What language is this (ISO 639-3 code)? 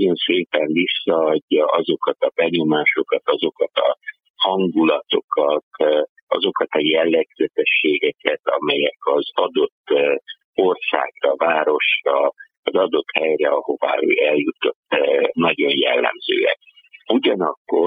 hun